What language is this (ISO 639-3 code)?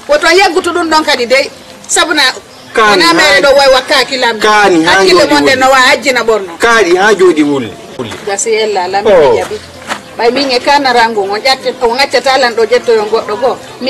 ful